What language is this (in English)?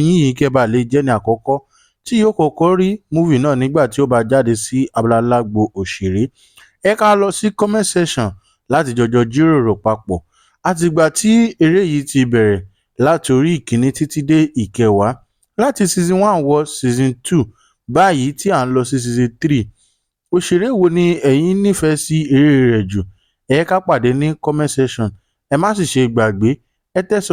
Yoruba